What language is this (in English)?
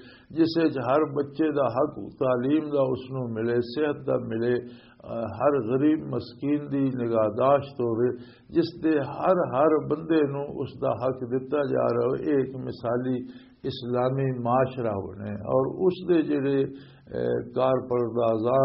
Western Panjabi